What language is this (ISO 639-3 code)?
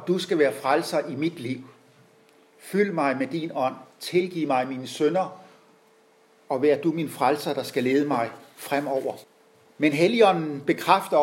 dan